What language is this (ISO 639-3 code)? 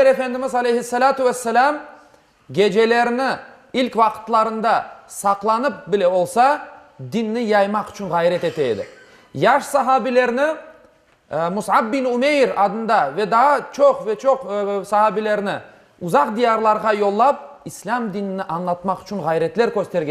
crh